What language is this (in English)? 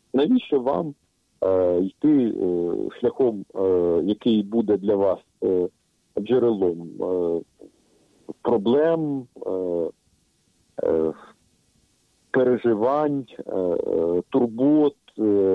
Ukrainian